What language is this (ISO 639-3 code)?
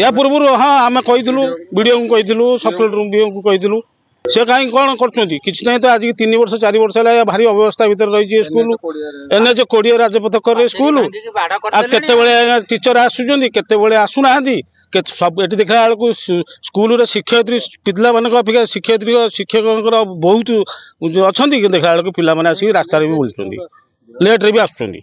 ori